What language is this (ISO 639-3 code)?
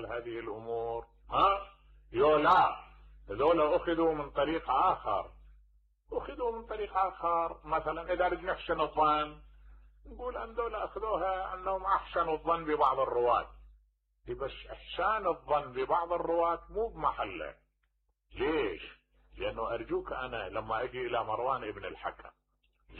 acm